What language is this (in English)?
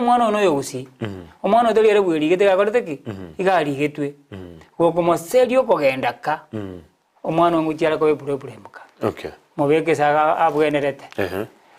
Gusii